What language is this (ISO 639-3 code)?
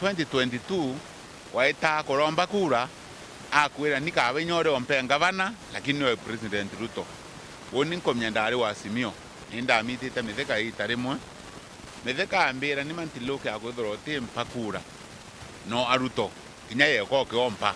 mer